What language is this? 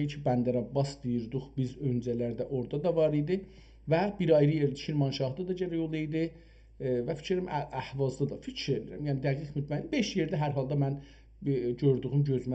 South Azerbaijani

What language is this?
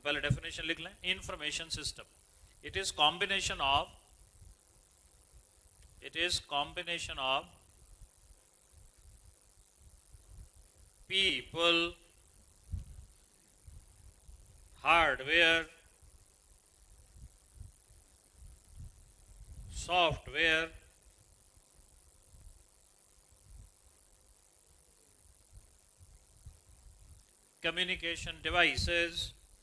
Hindi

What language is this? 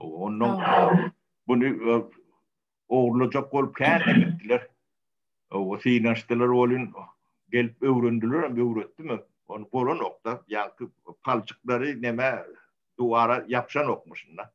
Turkmen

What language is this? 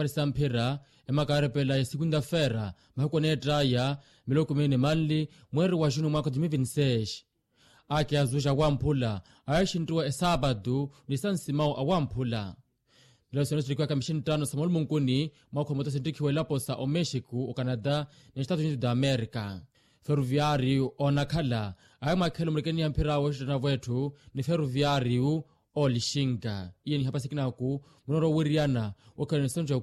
Makhuwa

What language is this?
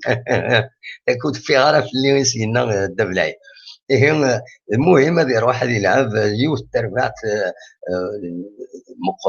Kabyle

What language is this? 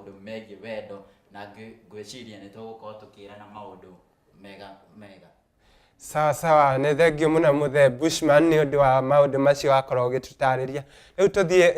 Kikuyu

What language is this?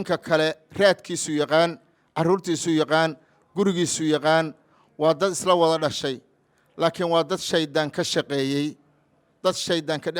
Somali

